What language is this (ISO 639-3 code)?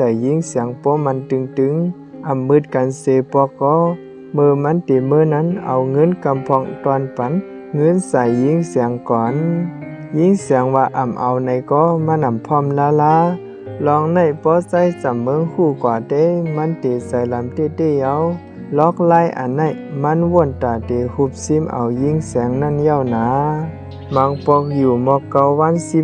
shn